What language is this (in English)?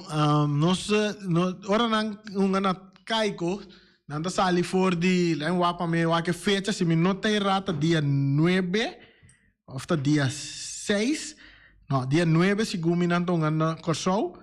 Papiamento